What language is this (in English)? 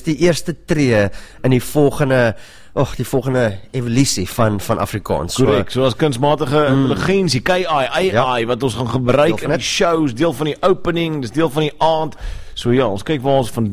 Afrikaans